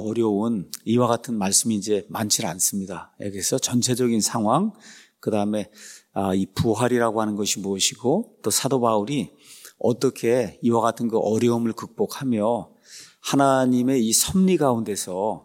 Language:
Korean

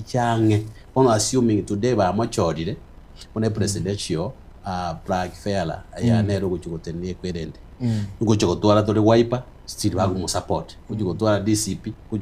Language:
Gusii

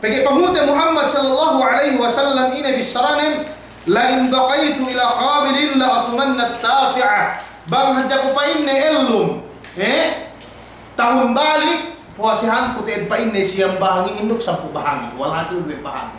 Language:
Yakan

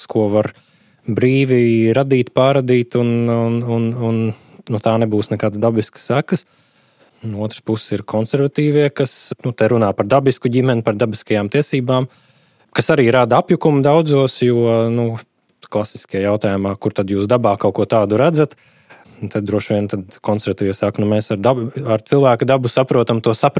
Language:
Latvian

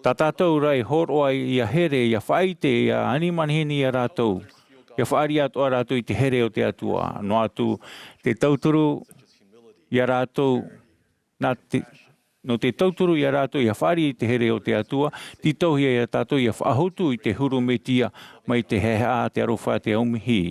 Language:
Tahitian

